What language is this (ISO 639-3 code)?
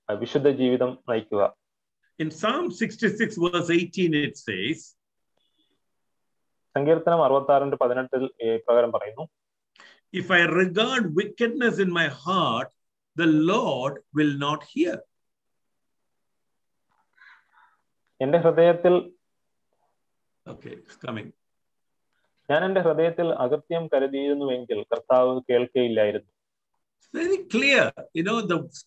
mal